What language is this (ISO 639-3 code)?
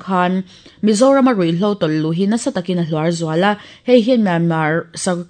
lus